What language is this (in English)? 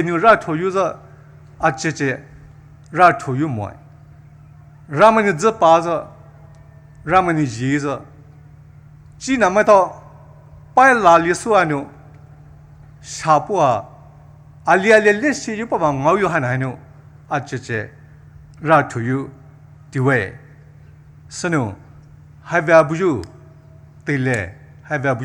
Poumei Naga